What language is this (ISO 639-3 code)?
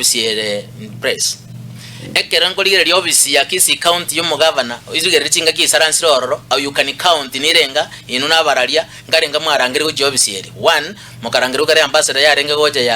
guz